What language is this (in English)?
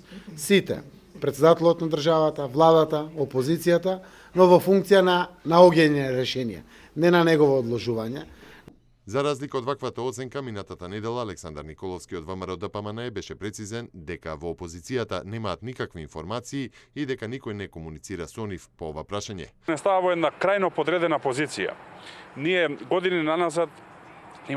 Macedonian